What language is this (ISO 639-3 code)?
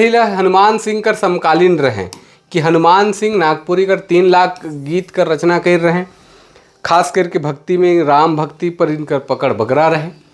sck